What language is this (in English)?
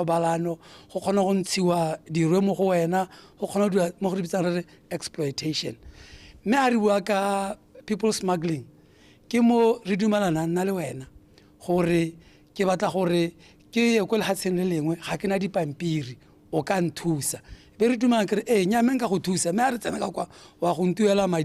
Tswana